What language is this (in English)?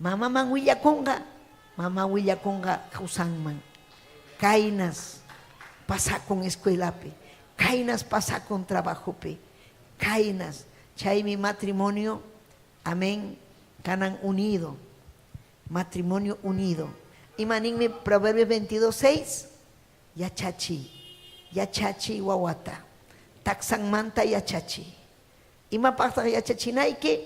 Ayacucho Quechua